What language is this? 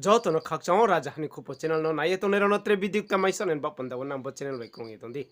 Riang (India)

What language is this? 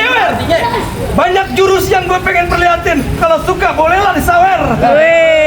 Betawi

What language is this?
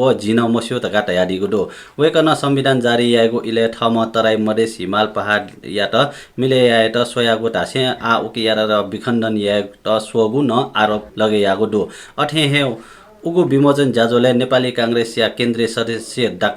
Newari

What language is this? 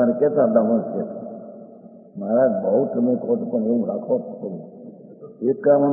Gujarati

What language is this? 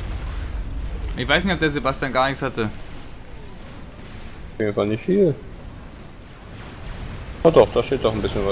German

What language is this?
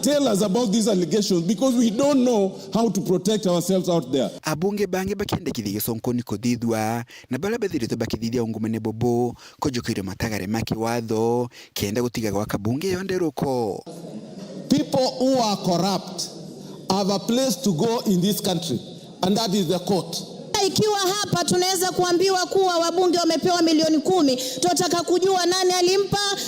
Meru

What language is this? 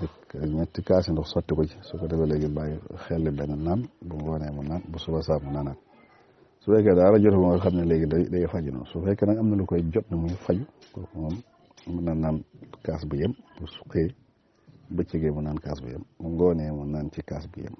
Wolof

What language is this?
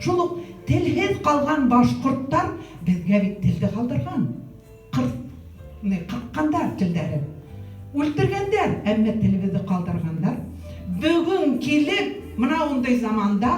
Bashkir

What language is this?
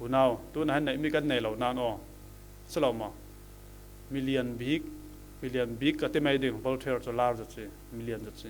Falam Chin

